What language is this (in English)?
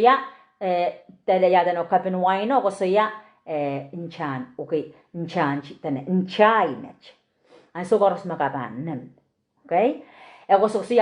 Pohnpeian